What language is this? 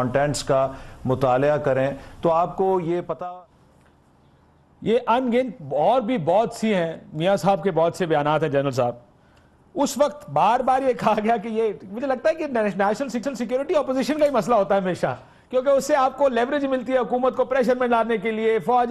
Urdu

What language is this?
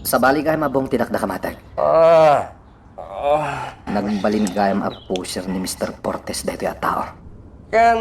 Iloko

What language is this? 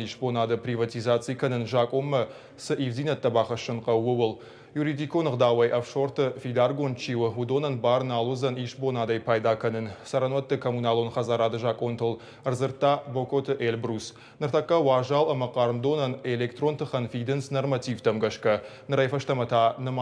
Ossetic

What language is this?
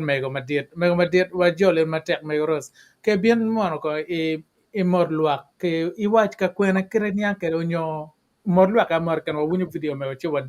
Acoli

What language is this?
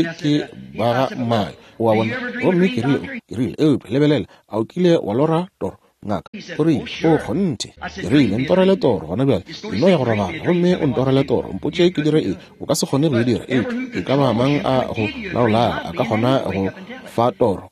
Northern Sotho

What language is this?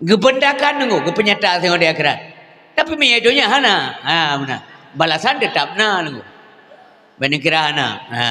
Achinese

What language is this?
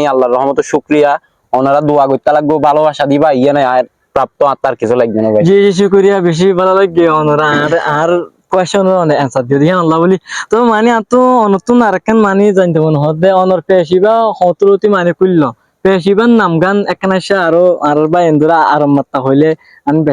Rohingya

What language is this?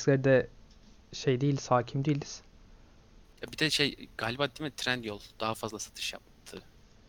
Turkish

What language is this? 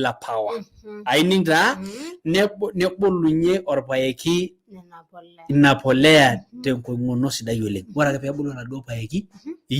Masai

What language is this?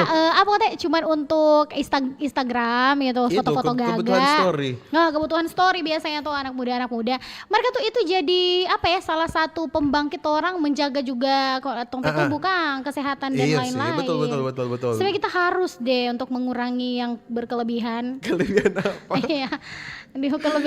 Manado Malay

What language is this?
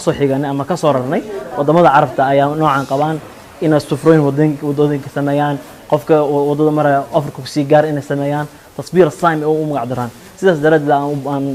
Somali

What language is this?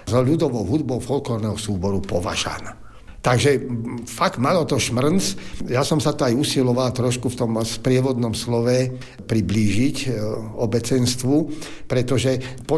Slovak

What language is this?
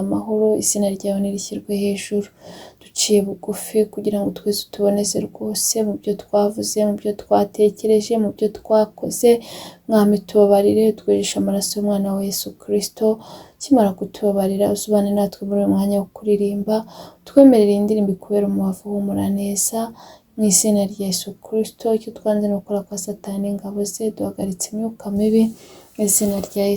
Kinyarwanda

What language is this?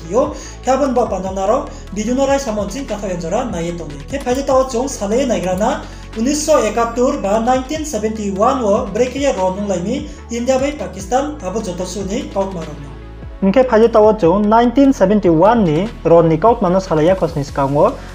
Riang (India)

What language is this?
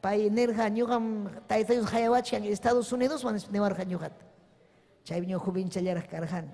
Ayacucho Quechua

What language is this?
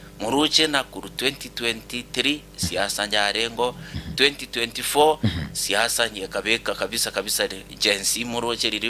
Gusii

